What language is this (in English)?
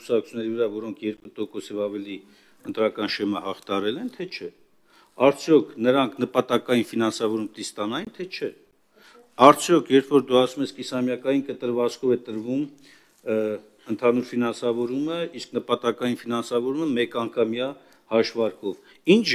Armenian